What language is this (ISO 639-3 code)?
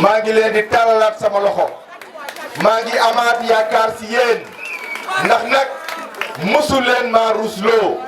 wol